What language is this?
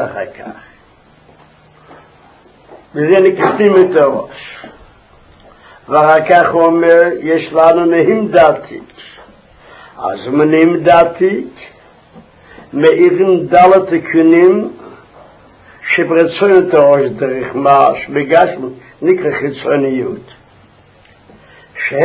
Hebrew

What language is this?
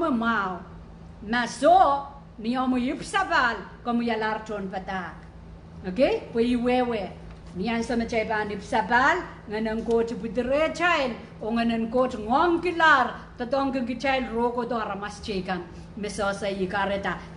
Pohnpeian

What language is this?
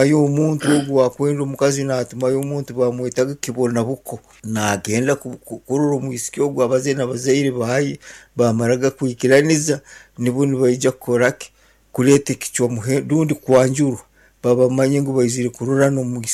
Nyankole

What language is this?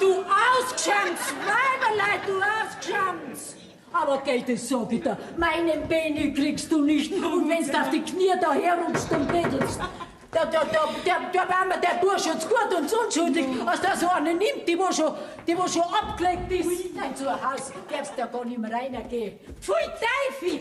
Bavarian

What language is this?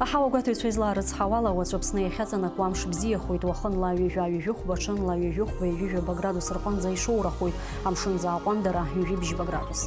Abkhazian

